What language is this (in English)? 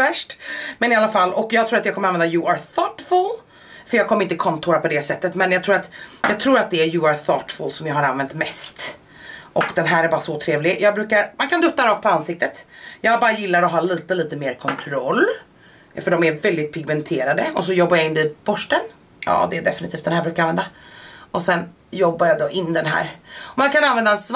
Swedish